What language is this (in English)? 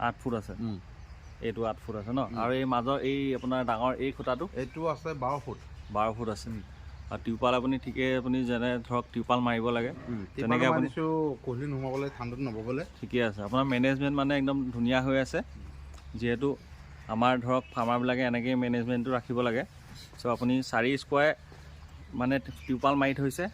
Assamese